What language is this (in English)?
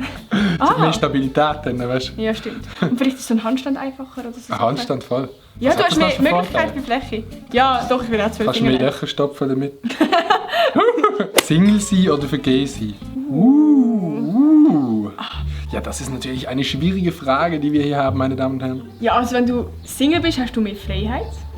Swiss German